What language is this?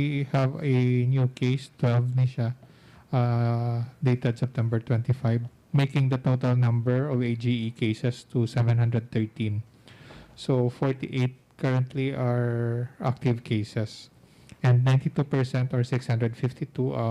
Hiligaynon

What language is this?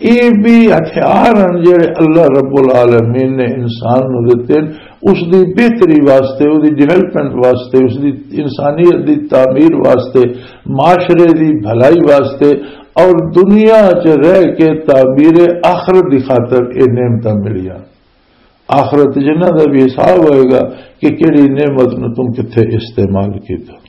Western Panjabi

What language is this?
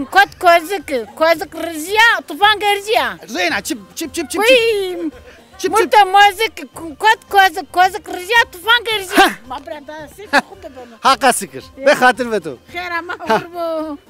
Zaza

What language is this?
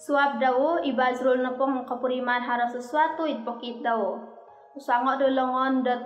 Central Dusun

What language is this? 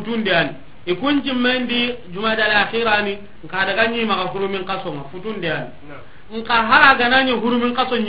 Soninke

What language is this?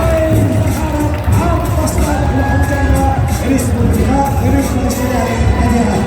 Yakut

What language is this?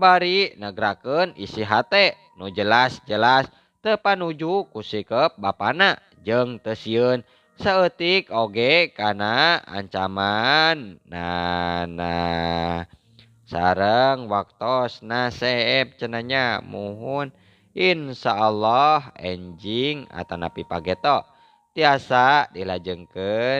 Sundanese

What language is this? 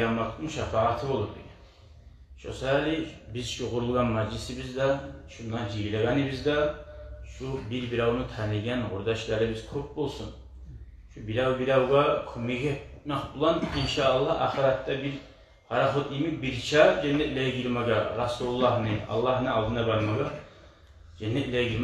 Kumyk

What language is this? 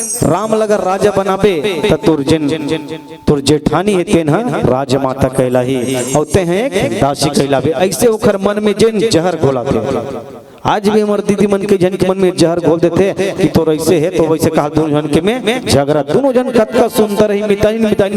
Chhattisgarhi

